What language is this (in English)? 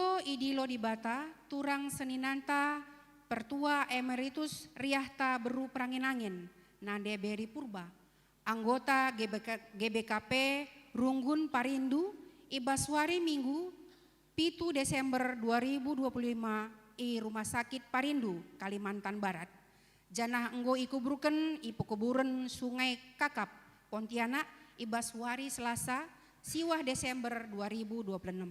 Batak Karo